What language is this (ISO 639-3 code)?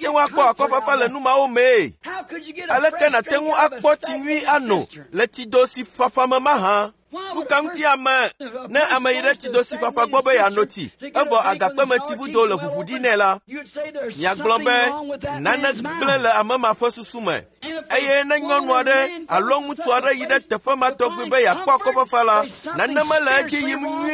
ewe